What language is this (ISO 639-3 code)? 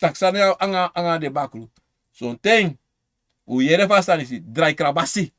srn